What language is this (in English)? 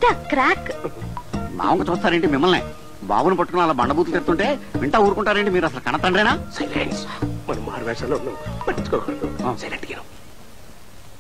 Telugu